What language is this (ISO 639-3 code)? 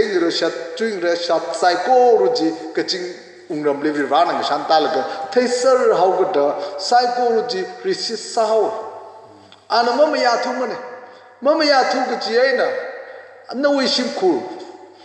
nmf